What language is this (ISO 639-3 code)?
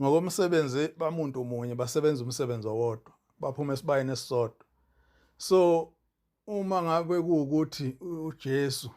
zul